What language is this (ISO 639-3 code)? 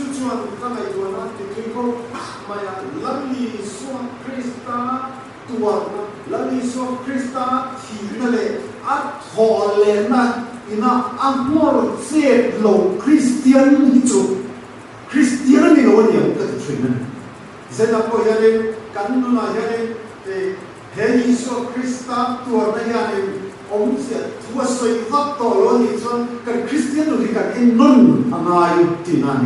lus